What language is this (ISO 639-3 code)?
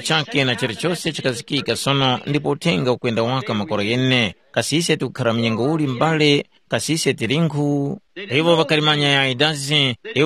tum